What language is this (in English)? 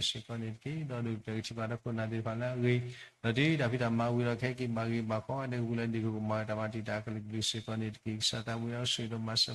S'gaw Karen